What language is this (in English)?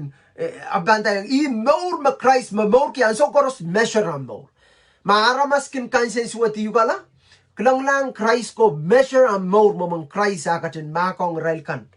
Pohnpeian